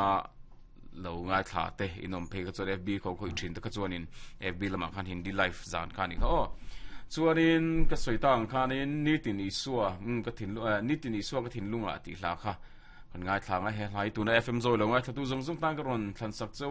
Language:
Mizo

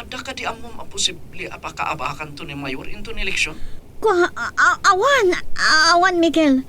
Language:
Iloko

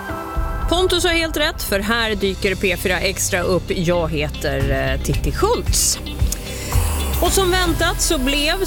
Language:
Swedish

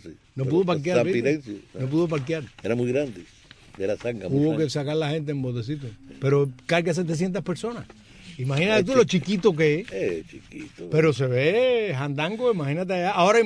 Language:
Spanish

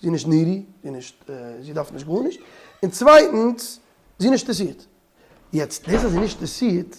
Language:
Yiddish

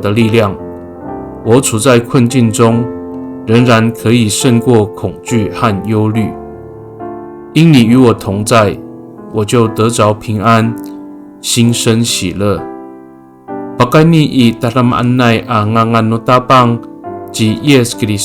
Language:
Amis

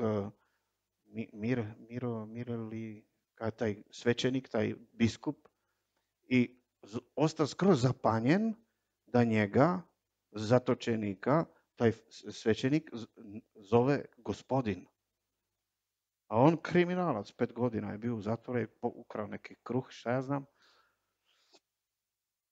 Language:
Croatian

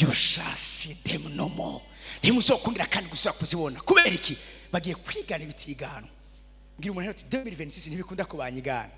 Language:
Rundi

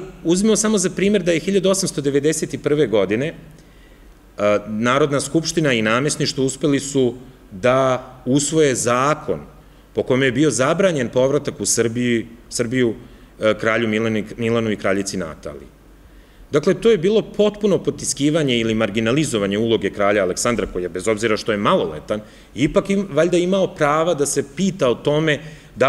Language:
Serbian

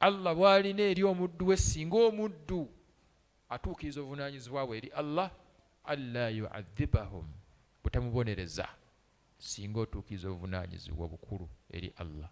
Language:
Ganda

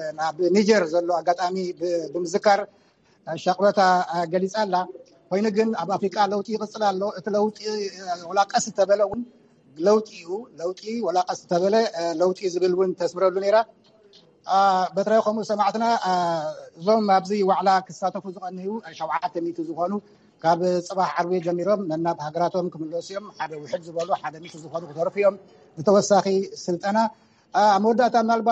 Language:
Tigrinya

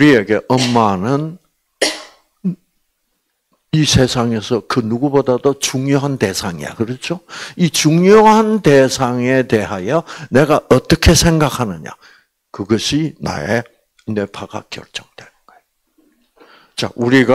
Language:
Korean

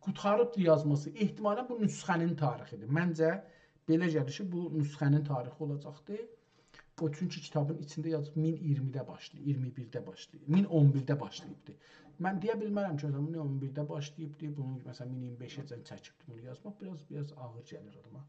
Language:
South Azerbaijani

